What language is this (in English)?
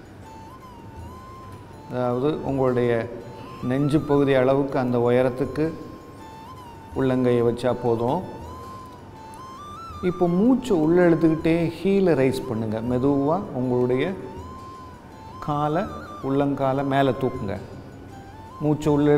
Tamil